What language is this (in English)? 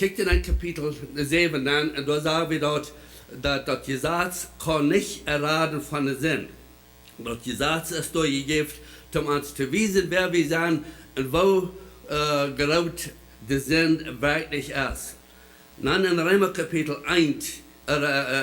Plautdietsch